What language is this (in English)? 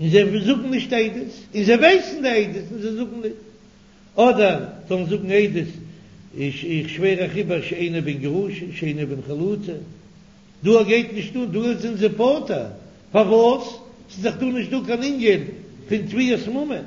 Yiddish